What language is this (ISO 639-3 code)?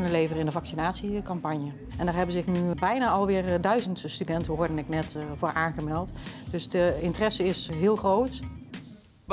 nld